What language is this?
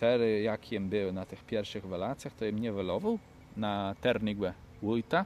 Kashubian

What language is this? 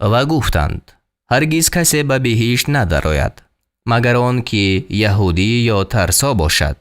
Tajik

